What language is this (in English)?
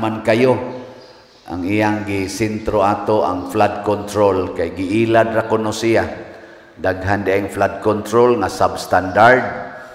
Cebuano